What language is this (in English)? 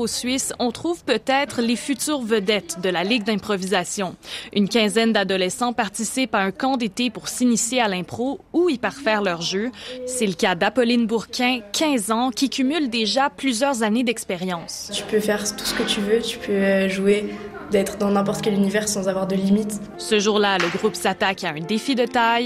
French